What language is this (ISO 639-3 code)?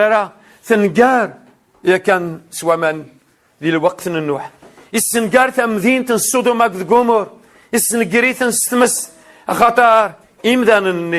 kab